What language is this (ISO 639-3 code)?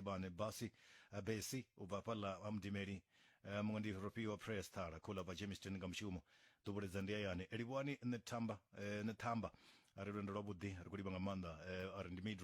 ven